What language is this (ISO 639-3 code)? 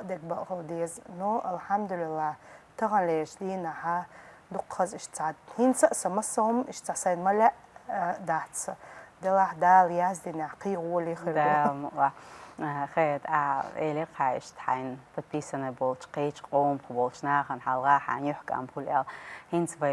che